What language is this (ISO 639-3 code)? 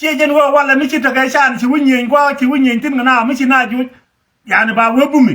nus